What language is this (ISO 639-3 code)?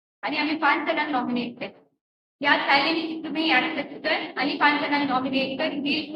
kok